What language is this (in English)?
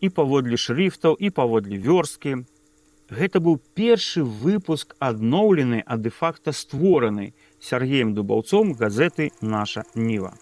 Belarusian